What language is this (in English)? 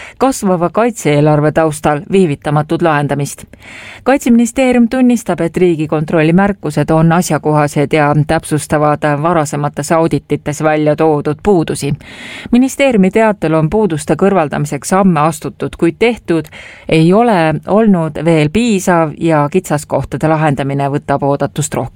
Estonian